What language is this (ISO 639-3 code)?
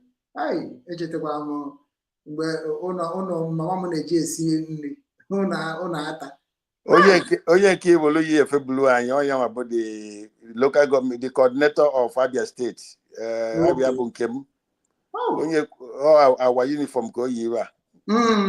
ibo